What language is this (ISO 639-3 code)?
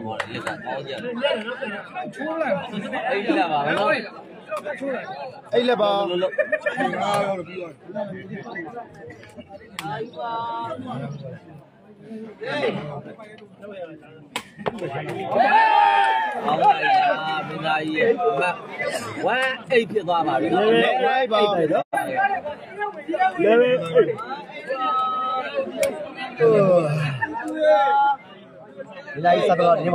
mya